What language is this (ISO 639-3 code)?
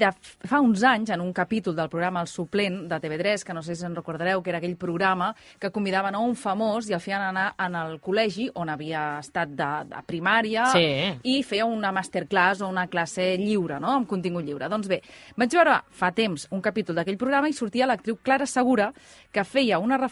cat